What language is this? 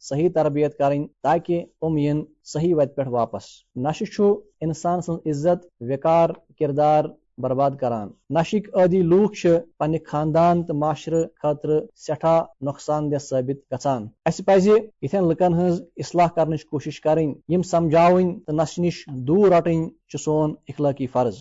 Kashmiri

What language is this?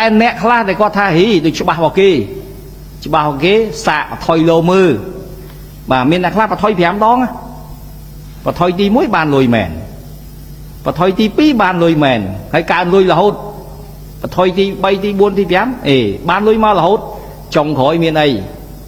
Khmer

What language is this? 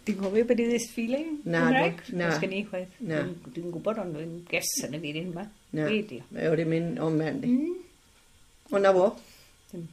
Welsh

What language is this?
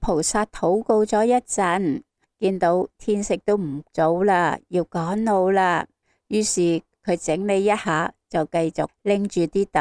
Cantonese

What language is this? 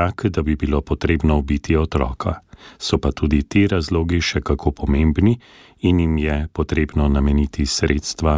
Slovenian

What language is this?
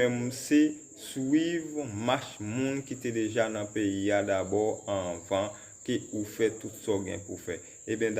Haitian Creole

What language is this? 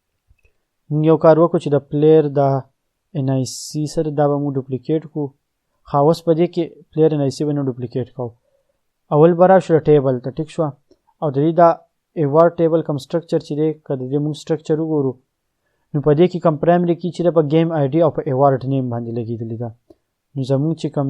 Pashto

